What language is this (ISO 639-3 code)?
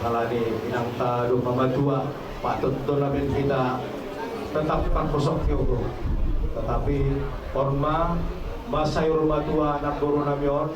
bbc